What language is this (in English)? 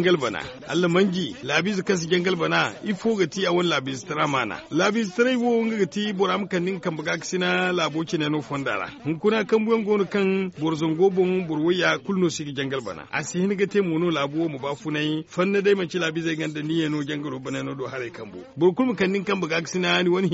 Zarma